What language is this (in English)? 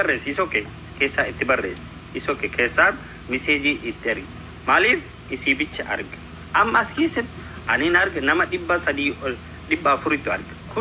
Oromo